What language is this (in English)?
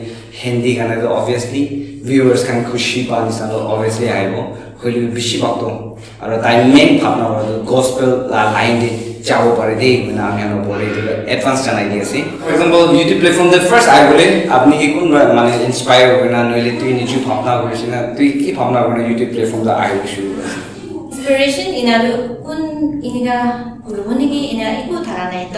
Naga Pidgin